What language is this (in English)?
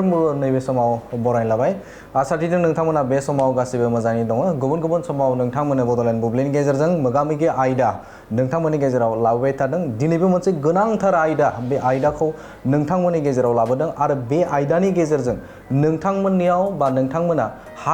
Bodo